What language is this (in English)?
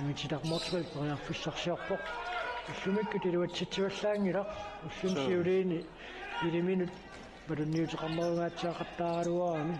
Kalaallisut